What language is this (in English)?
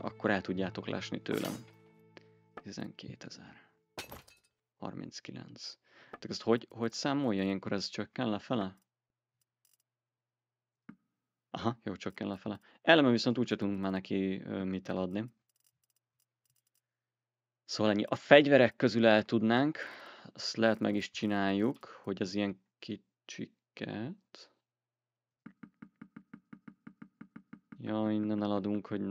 Hungarian